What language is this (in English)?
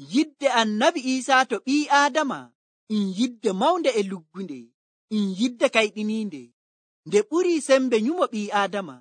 Nigerian Fulfulde